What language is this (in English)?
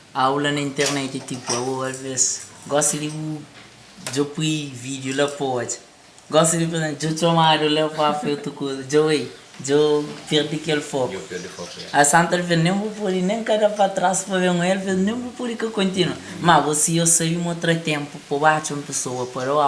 Kabuverdianu